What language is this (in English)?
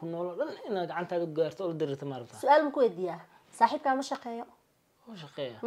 Somali